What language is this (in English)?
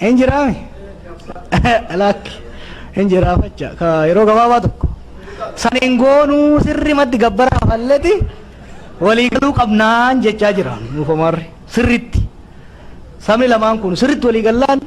Oromo